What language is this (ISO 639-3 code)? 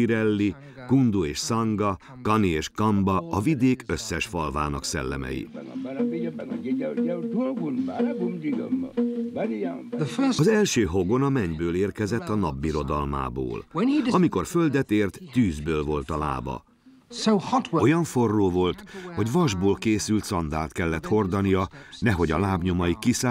hun